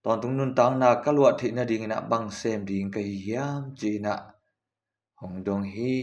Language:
Tedim Chin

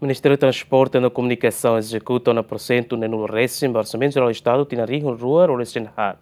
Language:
Tetum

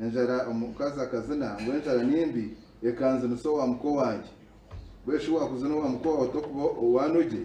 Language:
Nyankole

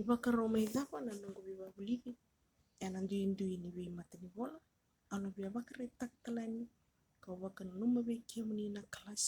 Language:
Fijian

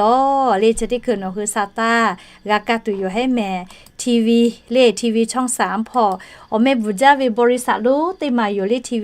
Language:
Lahu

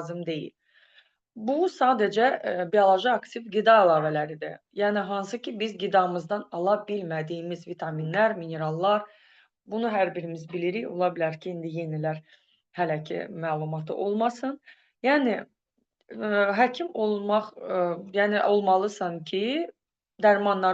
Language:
Azerbaijani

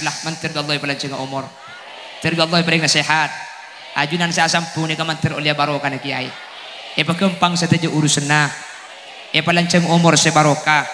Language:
Madurese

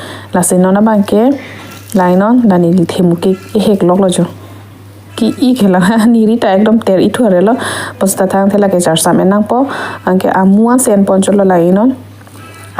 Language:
Karbi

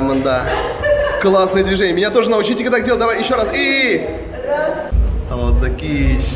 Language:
Tatar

